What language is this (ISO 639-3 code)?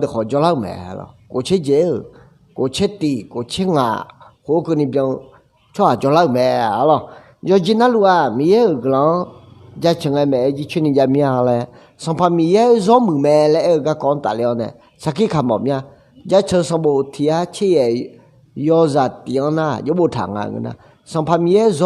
ahk